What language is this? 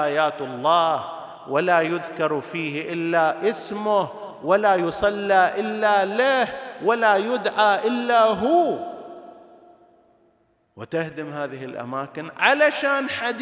Arabic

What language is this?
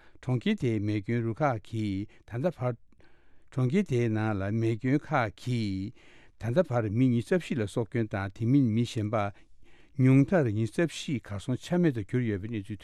Tibetan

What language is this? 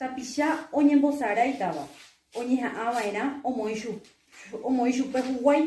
Guarani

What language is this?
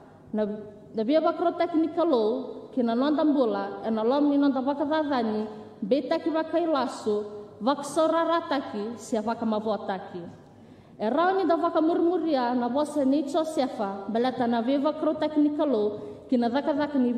Fijian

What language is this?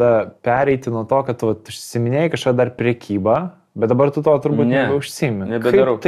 Lithuanian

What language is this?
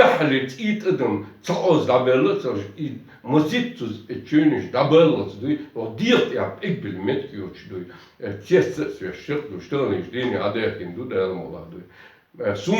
Chechen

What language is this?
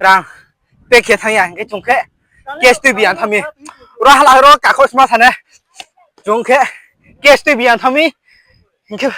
Riang (India)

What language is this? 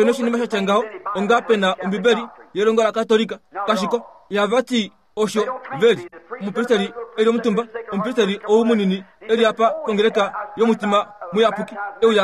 Kuanyama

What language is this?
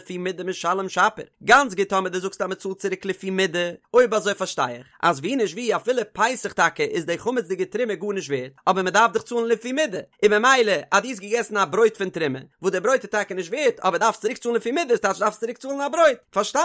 Yiddish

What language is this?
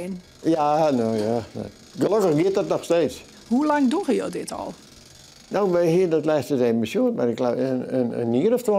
Western Frisian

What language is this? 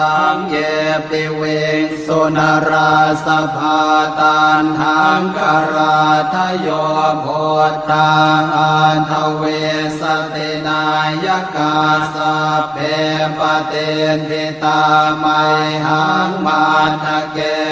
Pali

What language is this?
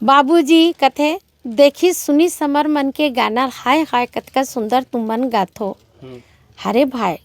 Chhattisgarhi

